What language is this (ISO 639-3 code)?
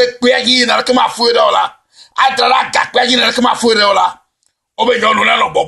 ewe